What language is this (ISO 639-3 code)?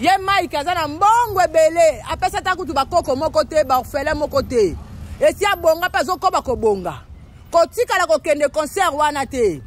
lin